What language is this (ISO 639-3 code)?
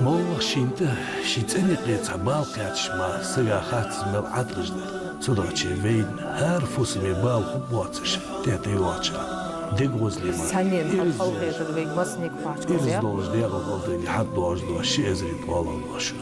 inh